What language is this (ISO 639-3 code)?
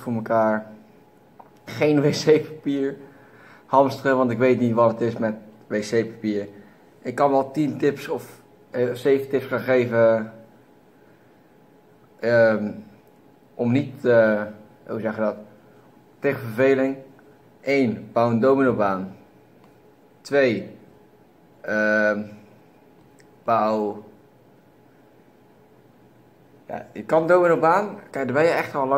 nld